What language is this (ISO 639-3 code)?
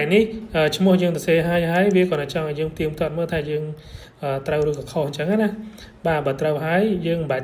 khm